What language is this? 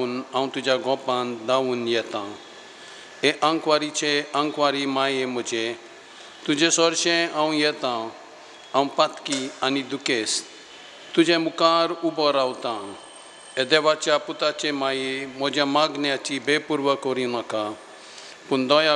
Konkani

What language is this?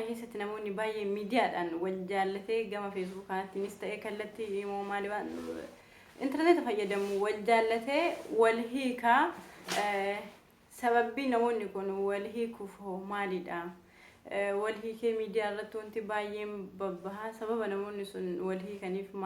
Oromo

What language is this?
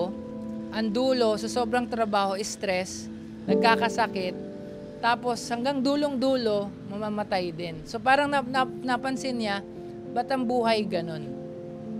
Filipino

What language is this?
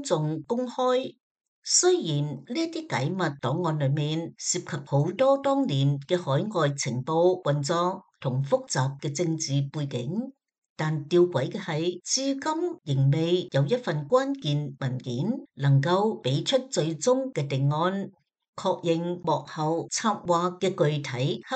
Cantonese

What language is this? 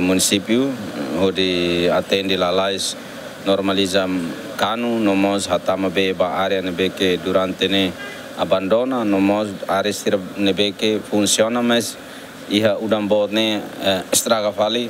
Tetum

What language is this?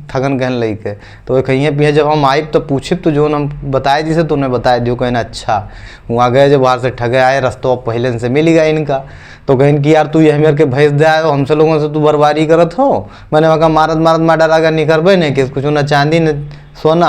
Awadhi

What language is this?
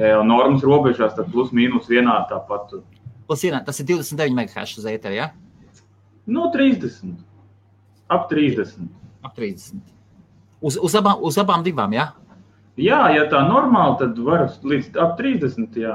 Latvian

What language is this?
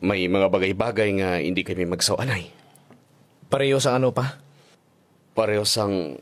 Hiligaynon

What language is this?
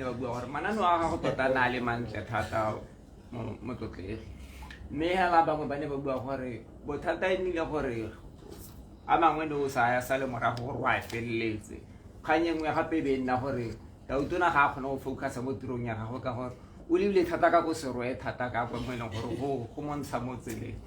Tswana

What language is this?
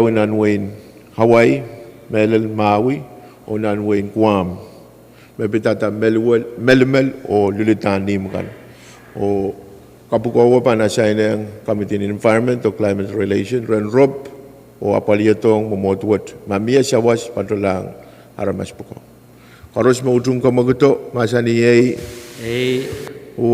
Pohnpeian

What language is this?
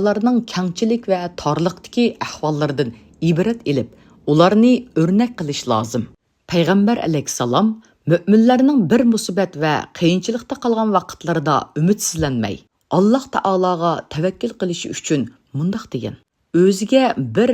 Uyghur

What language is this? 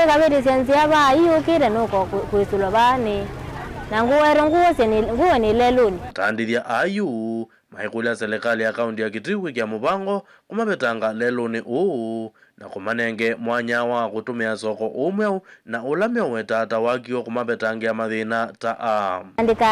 Kamba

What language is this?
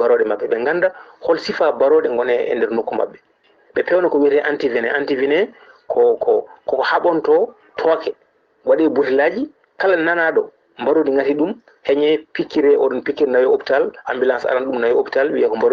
Fula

